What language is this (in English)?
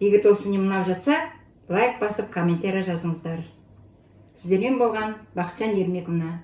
Kazakh